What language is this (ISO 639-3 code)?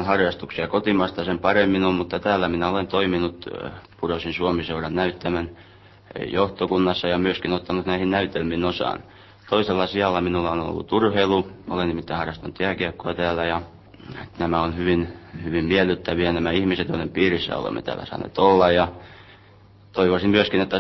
fin